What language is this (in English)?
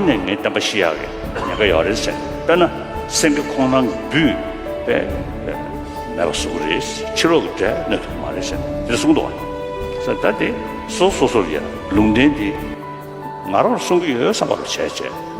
Tibetan